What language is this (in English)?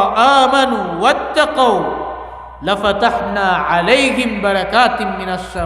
Maranao